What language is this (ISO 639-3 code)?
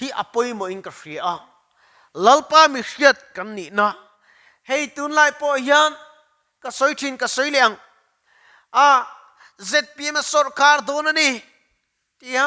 lus